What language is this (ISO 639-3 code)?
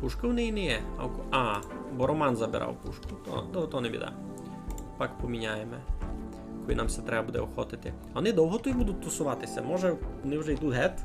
rue